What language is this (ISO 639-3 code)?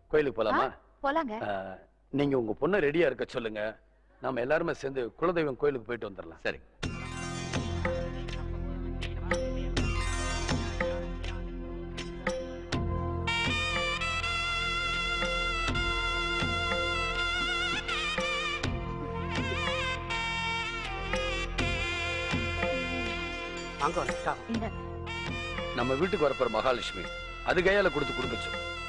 tam